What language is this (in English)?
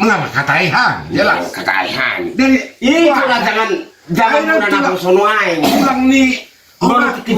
Batak Toba